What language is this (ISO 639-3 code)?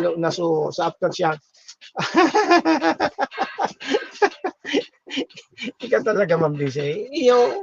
bik